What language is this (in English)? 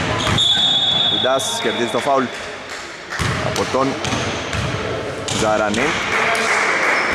Greek